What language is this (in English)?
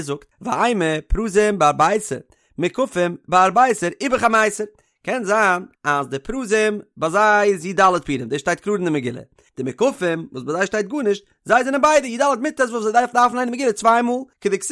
Yiddish